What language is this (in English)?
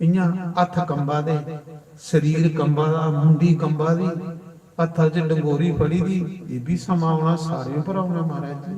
Dogri